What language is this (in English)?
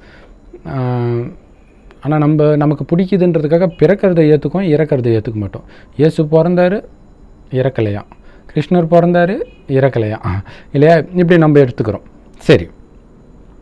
Tamil